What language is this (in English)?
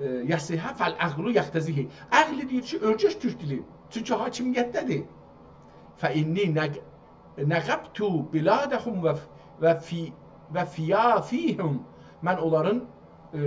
South Azerbaijani